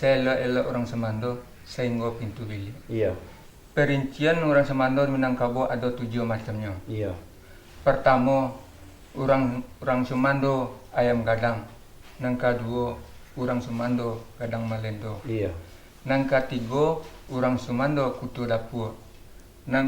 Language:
Minangkabau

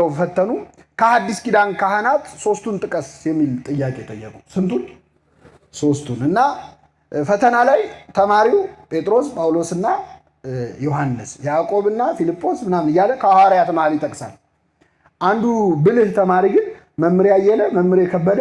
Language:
Amharic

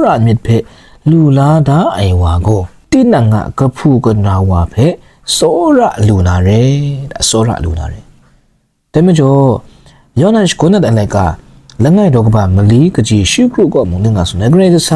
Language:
Kachin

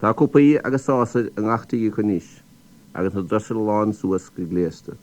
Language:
Irish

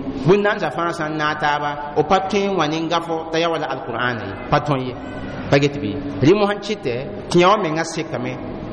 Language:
Mossi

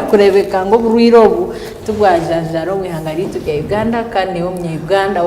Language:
Nyankole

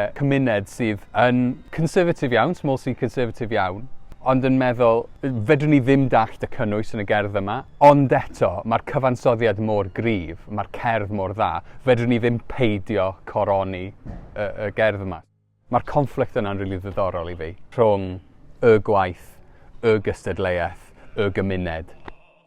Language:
Welsh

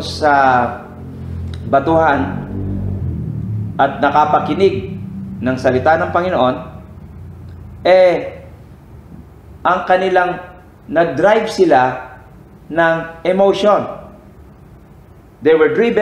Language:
Filipino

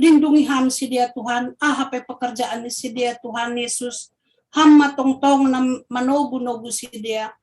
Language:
Batak Simalungun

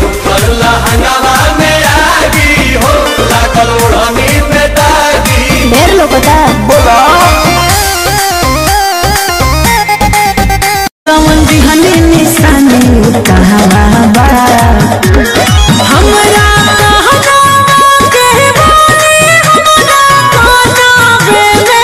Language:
Bhojpuri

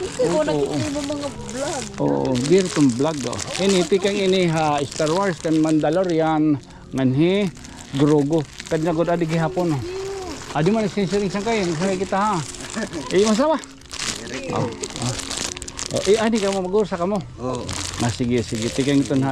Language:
Waray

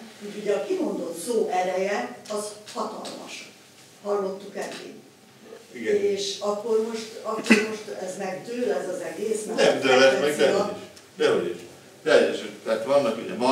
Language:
Hungarian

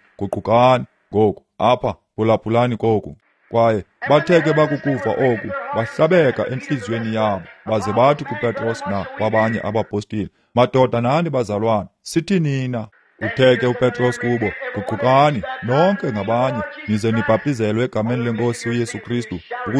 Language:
Xhosa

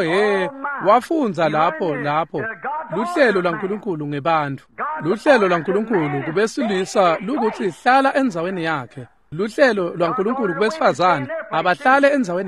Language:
Swati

